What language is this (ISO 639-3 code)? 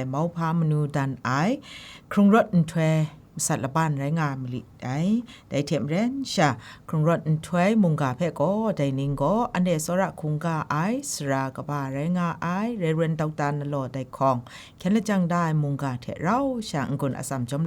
kac